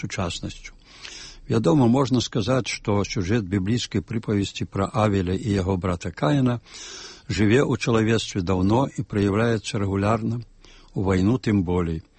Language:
Belarusian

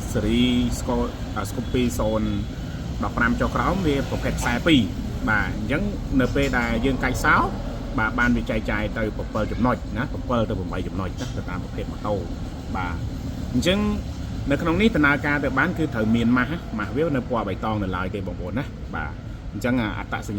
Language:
Khmer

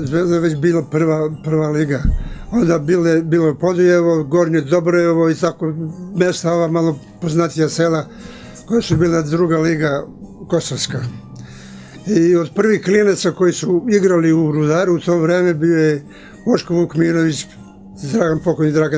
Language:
Serbian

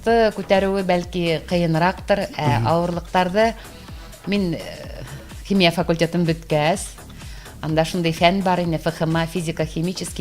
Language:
Bashkir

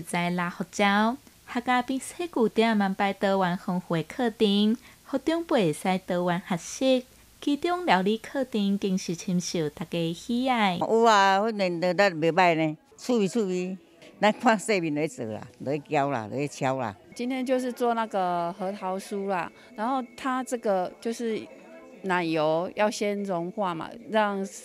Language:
Chinese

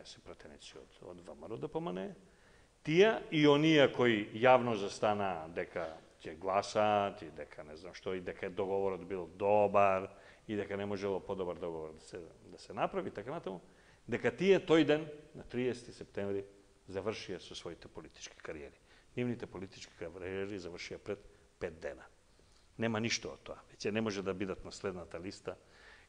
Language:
Macedonian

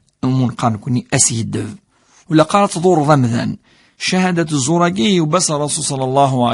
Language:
Kabyle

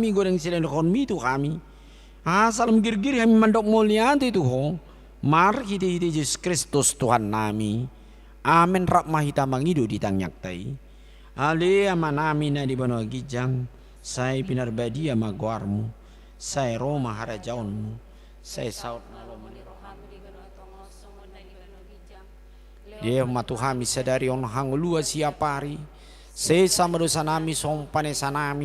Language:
Batak Toba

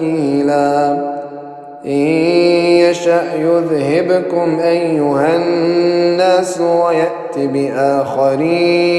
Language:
Arabic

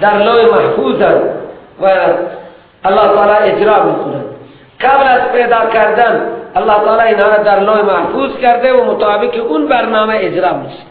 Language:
Persian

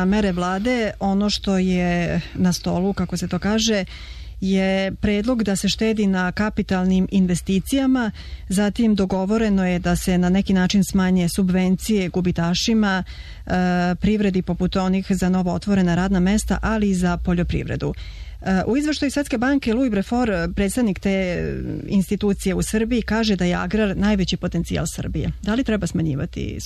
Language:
Serbian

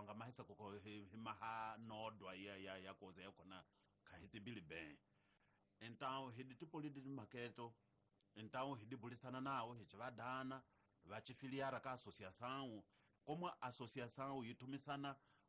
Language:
Tsonga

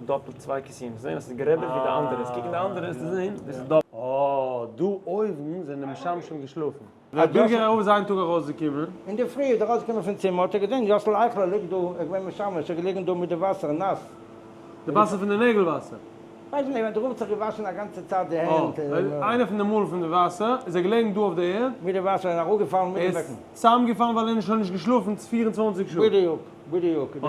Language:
Yiddish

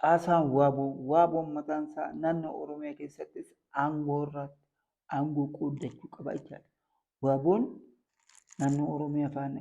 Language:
Oromo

